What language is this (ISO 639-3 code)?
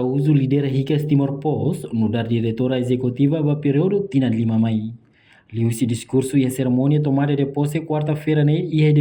tet